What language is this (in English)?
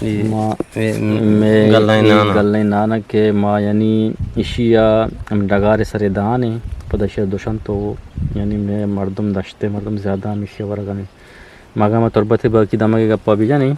Eastern Balochi